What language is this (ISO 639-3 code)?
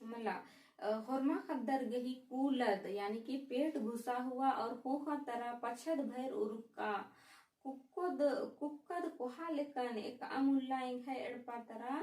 kru